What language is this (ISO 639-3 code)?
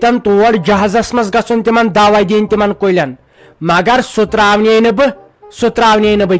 kas